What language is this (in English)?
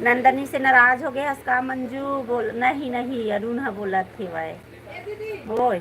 Chhattisgarhi